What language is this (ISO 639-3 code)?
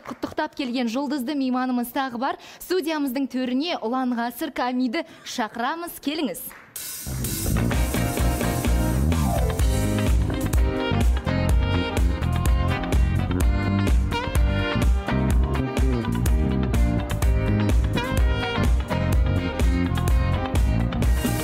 kaz